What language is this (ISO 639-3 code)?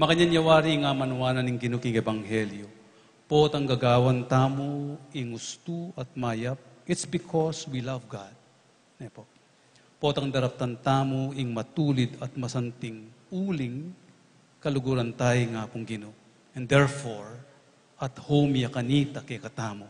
pam